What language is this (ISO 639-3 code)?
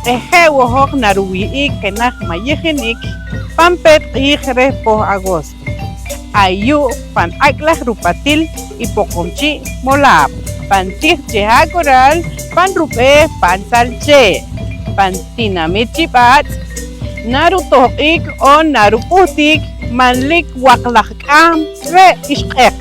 poh